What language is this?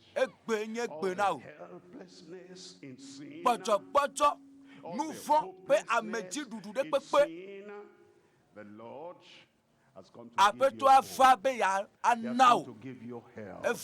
Ewe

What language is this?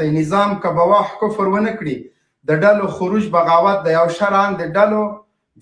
Pashto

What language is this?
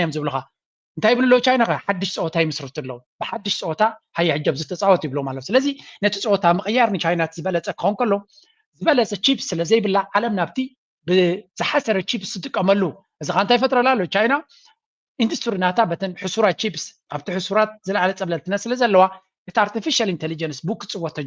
Tigrinya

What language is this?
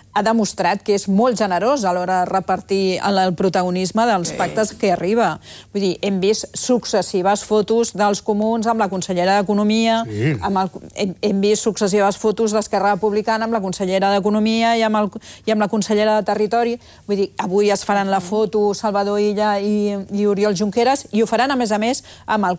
Catalan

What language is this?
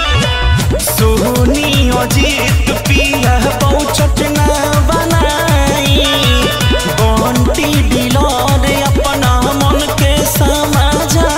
Bhojpuri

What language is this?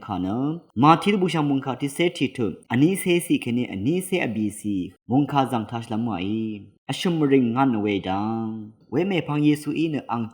Rawang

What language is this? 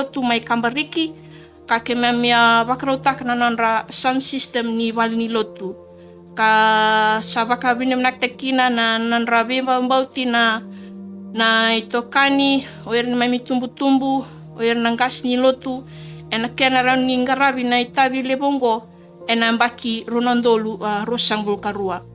Fijian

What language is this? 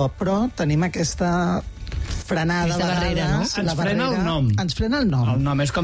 Catalan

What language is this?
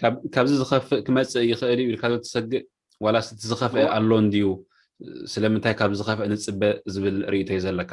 Tigrinya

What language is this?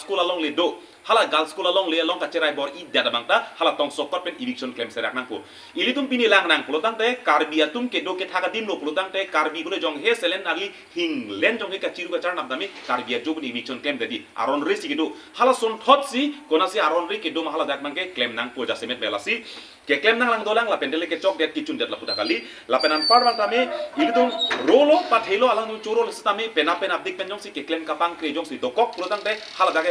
Karbi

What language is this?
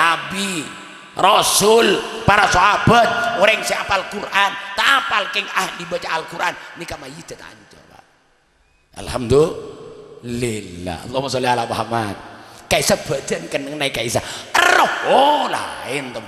Madurese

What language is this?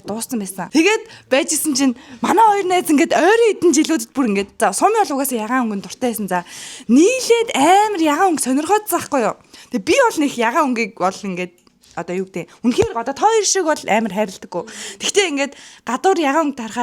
Mongolian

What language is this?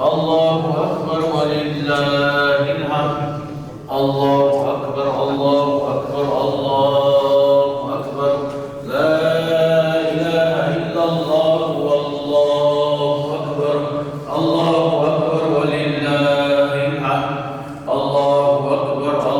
Ingush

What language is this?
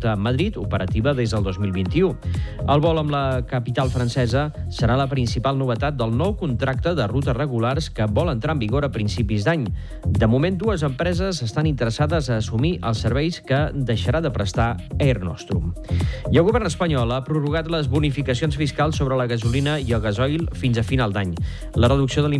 Catalan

